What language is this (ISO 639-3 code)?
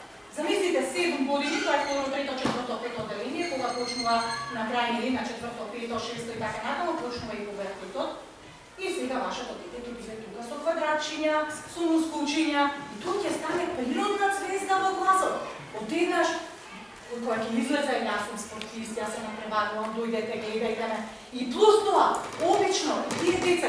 mkd